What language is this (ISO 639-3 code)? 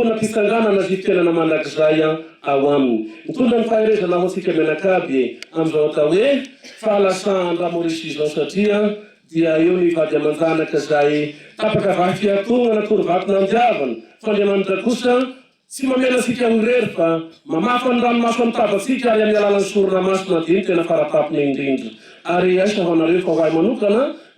mlg